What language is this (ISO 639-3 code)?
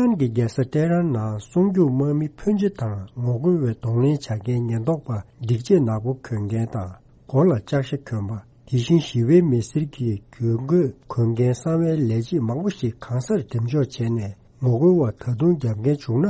bod